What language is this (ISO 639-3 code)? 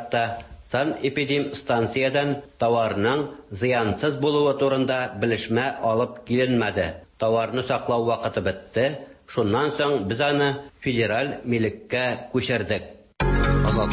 tat